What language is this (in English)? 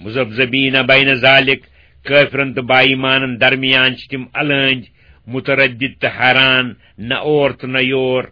Kashmiri